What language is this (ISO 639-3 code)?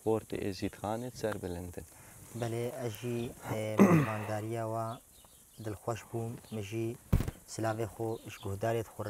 kur